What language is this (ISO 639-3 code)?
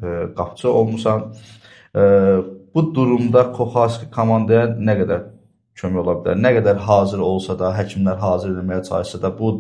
aze